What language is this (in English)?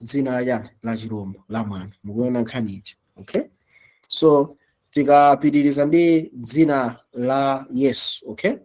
Nyanja